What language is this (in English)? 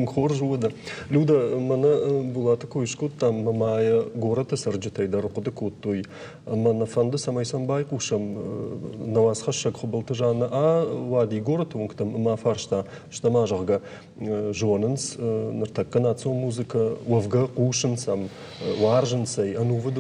Ossetic